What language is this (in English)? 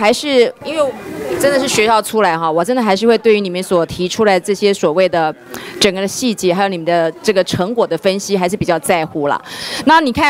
Chinese